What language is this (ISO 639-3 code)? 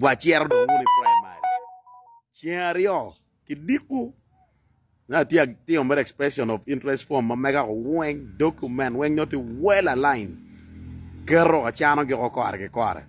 ach